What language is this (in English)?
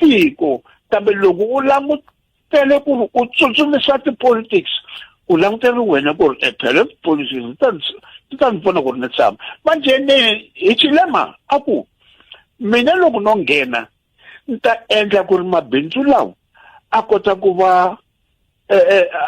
Tsonga